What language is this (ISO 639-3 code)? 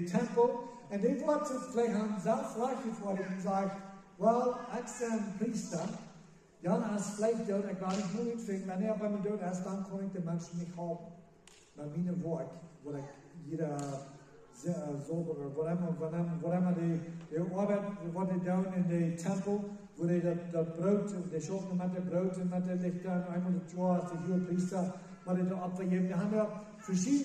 pdt